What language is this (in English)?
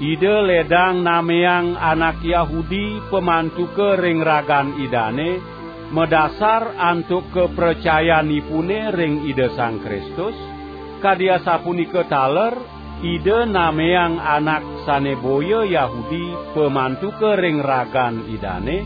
Balinese